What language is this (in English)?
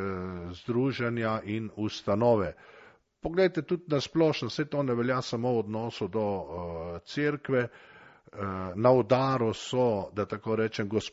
Slovenian